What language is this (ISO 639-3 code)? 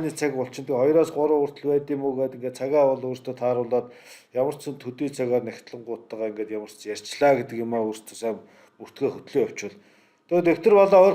mon